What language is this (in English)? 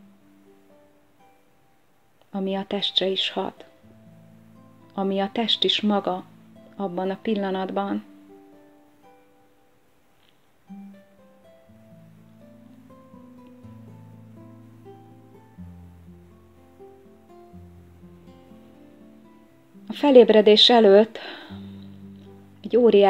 Hungarian